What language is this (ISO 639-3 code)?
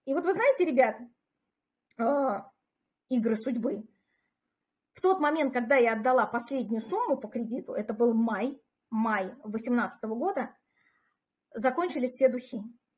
rus